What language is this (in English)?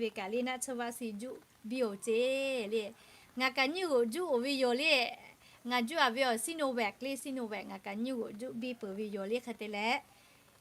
Lahu